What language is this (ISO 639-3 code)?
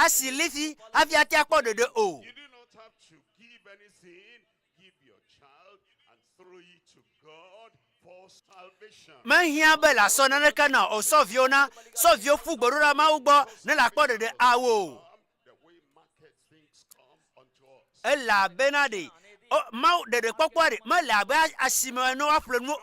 ewe